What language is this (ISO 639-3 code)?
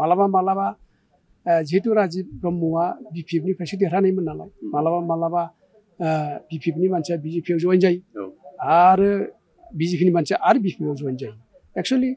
brx